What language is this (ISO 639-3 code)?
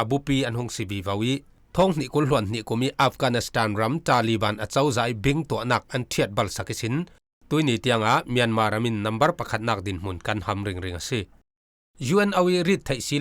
cfm